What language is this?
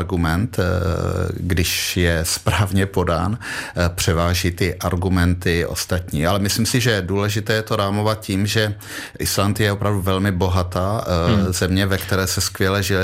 Czech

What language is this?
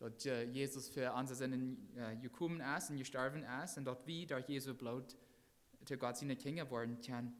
Plautdietsch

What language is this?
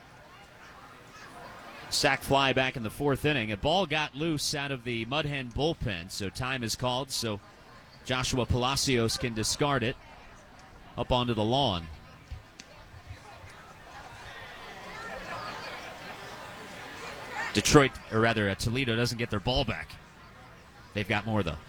English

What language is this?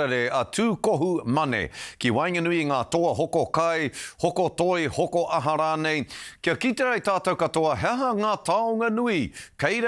Māori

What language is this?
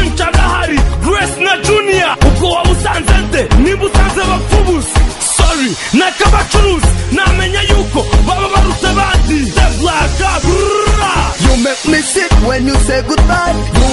Kinyarwanda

